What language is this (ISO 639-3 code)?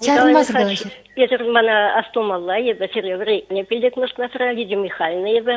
chv